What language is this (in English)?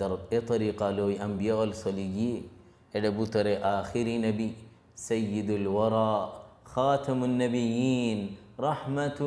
Rohingya